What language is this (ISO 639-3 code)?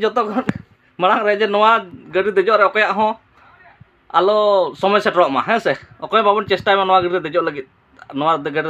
sat